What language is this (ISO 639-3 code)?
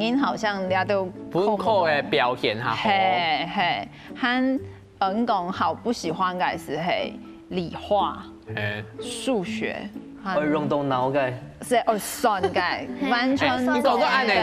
hak